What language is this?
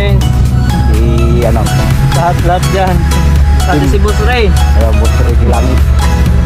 Filipino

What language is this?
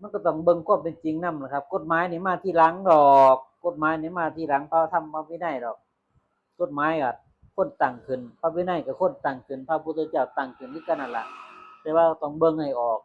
Northeastern Thai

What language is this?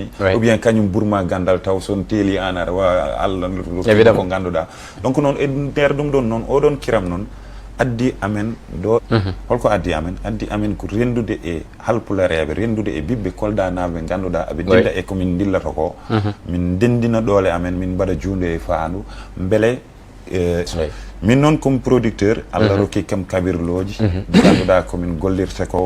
Fula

